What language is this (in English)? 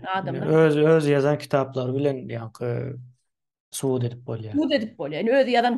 Turkmen